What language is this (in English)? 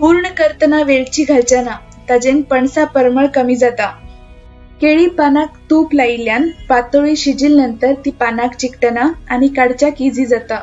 Konkani